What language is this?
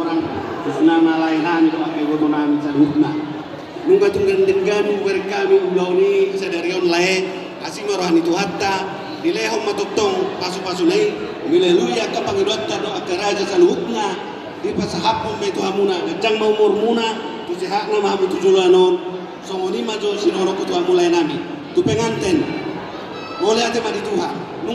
Batak Toba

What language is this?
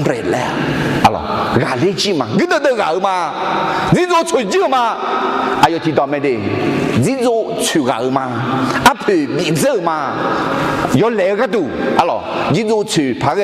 Akha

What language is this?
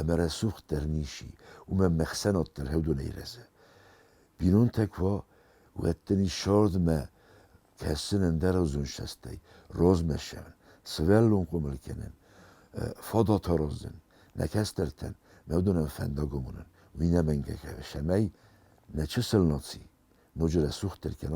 Ossetic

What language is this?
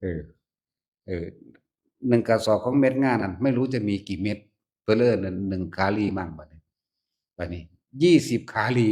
Northeastern Thai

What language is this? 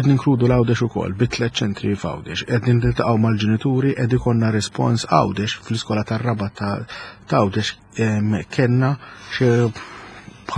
Maltese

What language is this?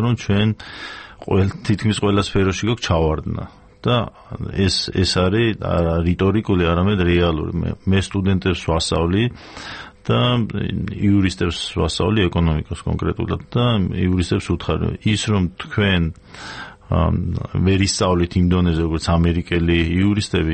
Georgian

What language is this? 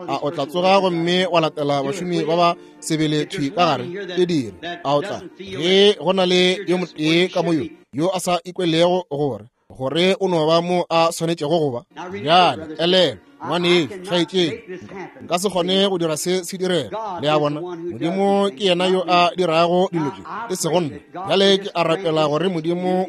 Northern Sotho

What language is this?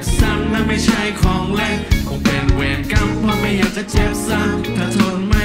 Thai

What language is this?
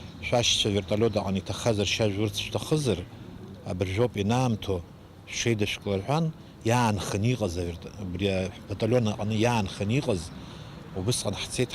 Abkhazian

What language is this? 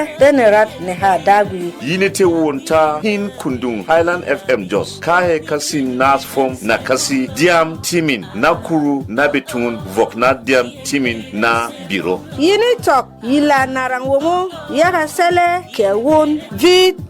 Berom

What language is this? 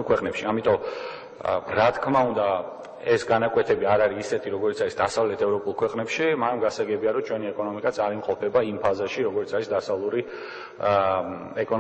Georgian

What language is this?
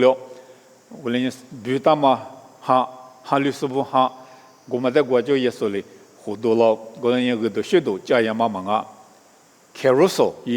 Lisu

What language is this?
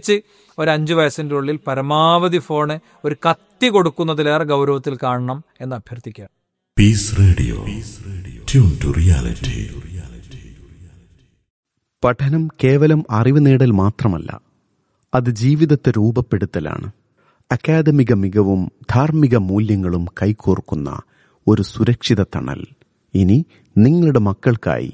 Malayalam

